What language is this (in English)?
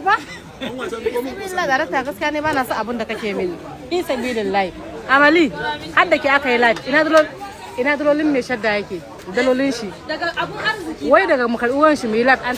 Hausa